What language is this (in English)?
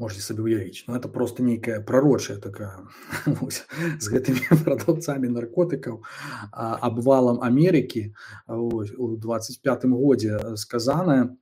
Belarusian